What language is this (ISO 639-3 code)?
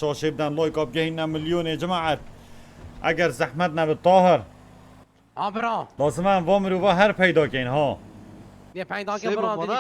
kur